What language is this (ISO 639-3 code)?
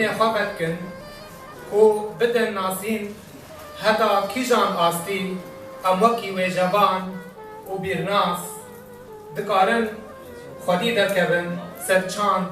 kur